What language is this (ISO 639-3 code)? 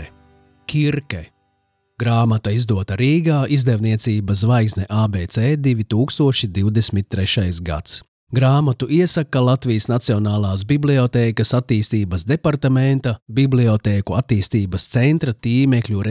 lav